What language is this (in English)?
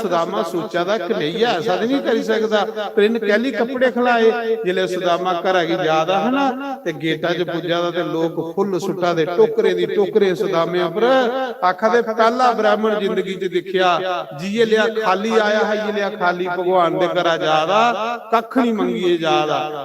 Dogri